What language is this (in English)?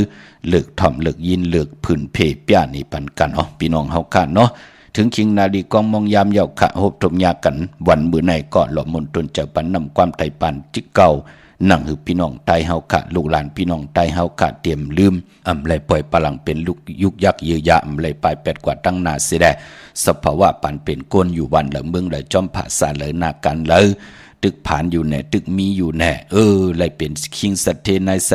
Shan